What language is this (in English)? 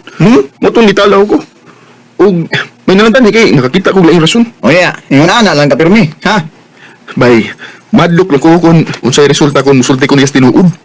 Cebuano